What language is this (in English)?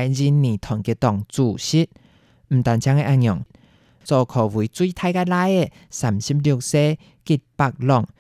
Hakka Chinese